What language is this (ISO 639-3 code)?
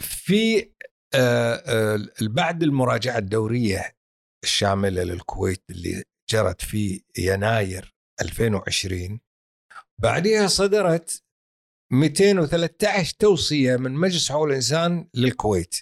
afb